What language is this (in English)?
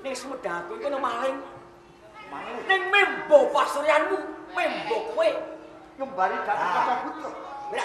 Javanese